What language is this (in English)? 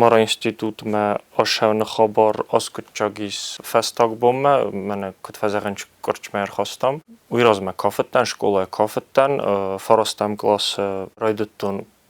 Ossetic